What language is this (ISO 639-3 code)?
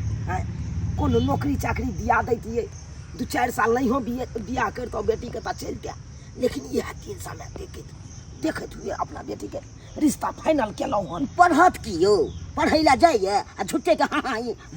mai